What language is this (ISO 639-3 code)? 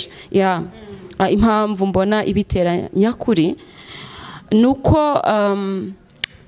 kin